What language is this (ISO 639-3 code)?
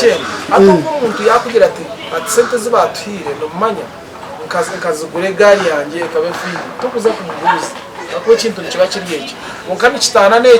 nyn